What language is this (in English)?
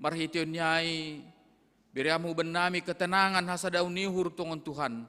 Batak Simalungun